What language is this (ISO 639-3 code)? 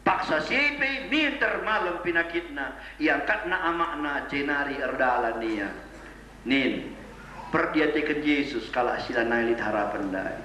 btx